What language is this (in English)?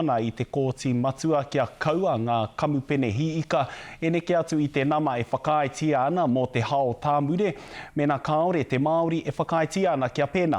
Māori